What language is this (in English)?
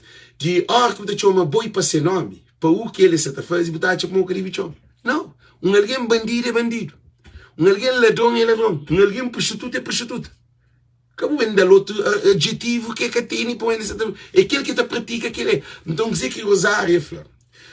Kabuverdianu